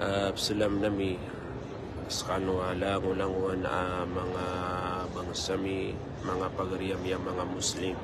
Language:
Maranao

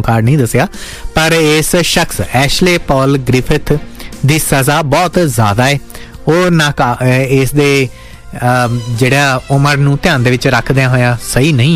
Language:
Punjabi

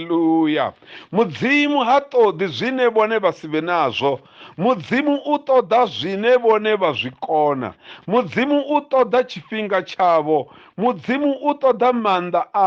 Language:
Venda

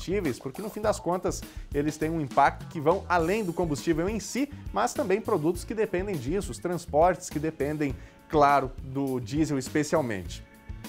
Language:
Portuguese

